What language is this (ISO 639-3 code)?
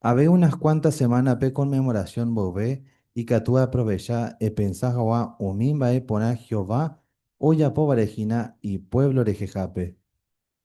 grn